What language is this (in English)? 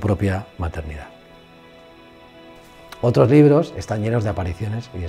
Spanish